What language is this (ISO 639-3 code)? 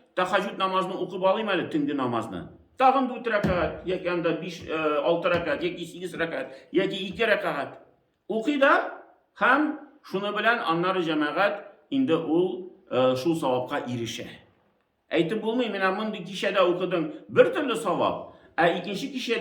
tat